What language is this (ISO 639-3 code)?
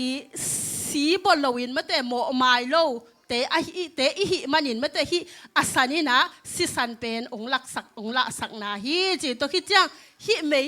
ctd